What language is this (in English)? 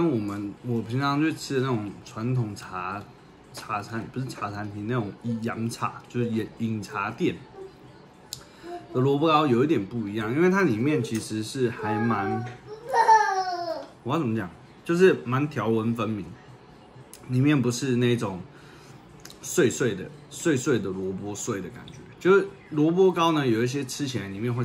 Chinese